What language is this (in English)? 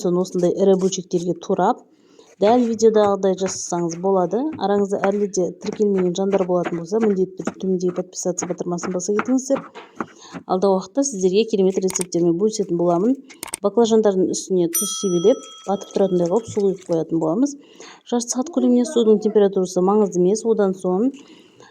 Kazakh